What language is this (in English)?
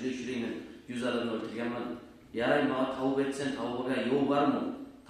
Kumyk